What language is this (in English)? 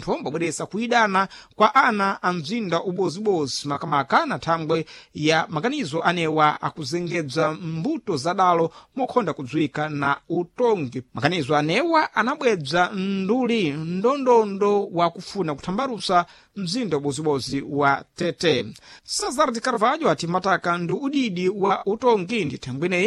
Sena